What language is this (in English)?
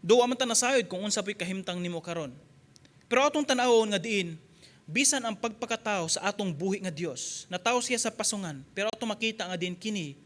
Cebuano